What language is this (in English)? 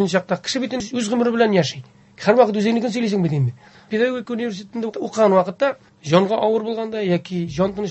Tatar